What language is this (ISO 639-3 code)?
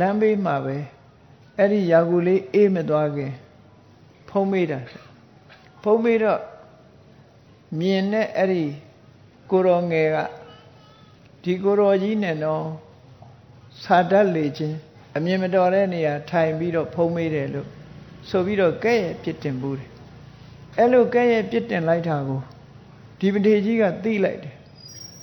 mya